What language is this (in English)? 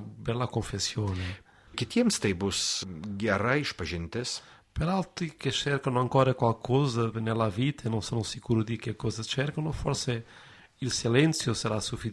Lithuanian